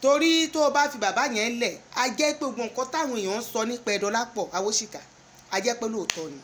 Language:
Yoruba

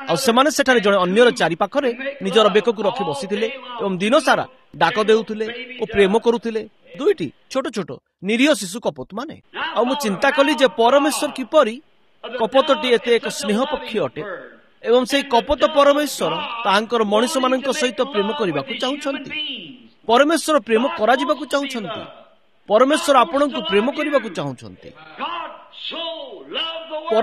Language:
Odia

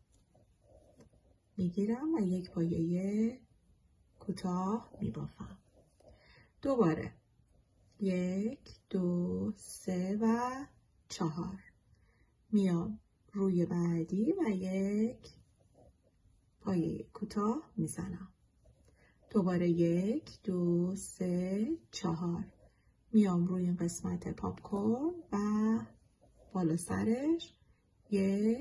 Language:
Persian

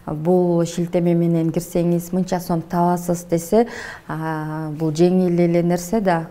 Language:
Kyrgyz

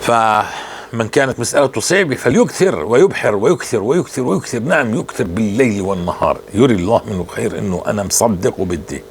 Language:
North Levantine Arabic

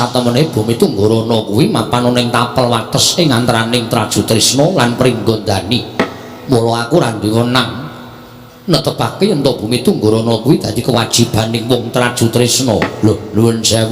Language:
Javanese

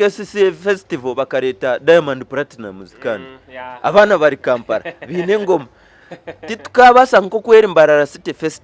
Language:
Nyankole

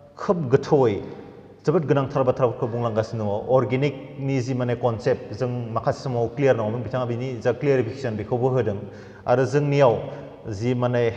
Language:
Bodo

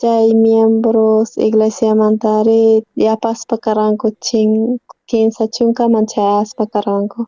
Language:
South Bolivian Quechua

